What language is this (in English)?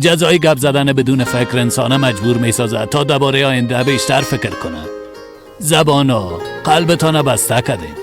Persian